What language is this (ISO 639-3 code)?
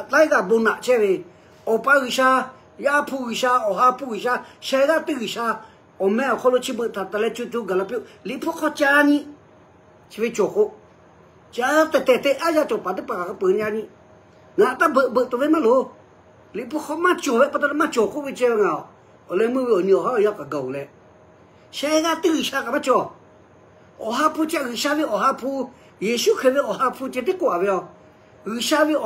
lhu